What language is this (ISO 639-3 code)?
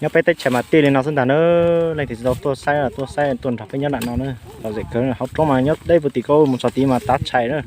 hmn